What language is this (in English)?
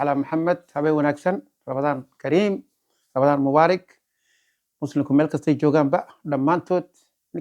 Somali